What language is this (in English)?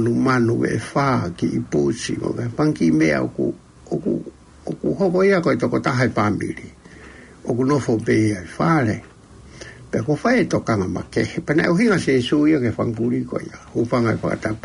Tongan